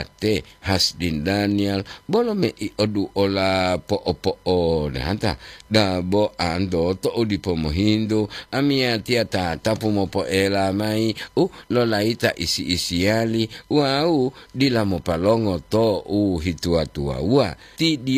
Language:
Gorontalo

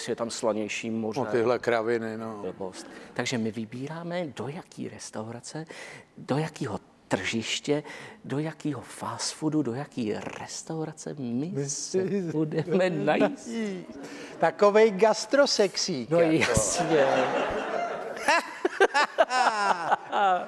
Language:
Czech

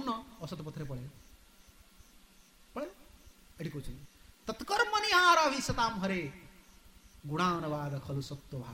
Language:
Odia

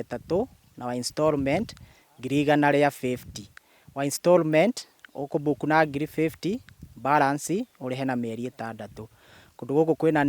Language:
Kikuyu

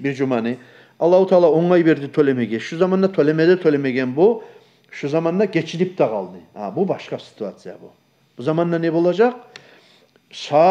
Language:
Kumyk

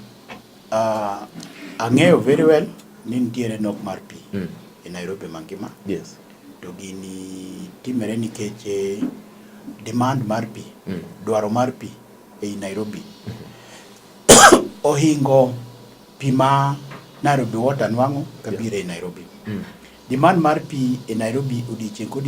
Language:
Luo (Kenya and Tanzania)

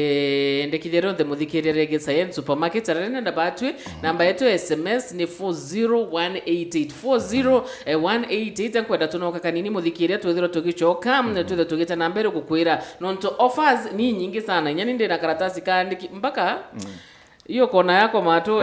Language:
Meru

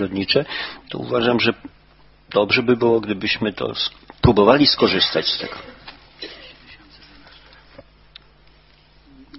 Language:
Polish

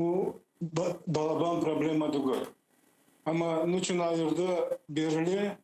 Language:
Crimean Tatar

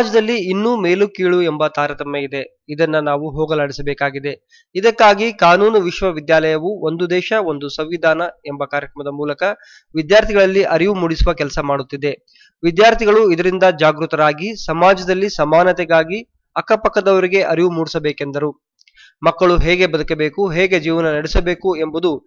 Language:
Kannada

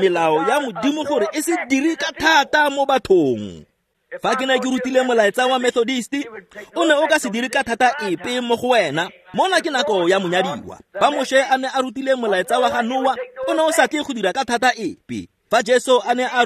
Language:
Tswana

